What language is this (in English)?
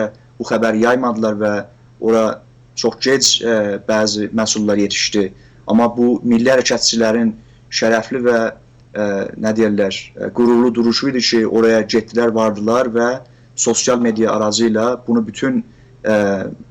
South Azerbaijani